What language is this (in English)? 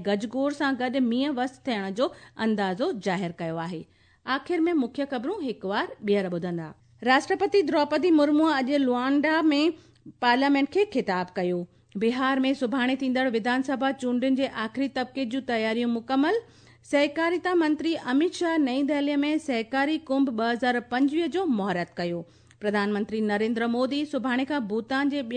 Sindhi